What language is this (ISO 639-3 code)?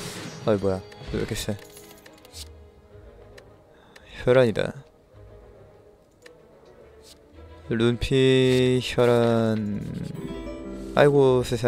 kor